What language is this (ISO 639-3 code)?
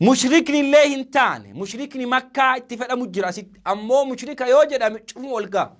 orm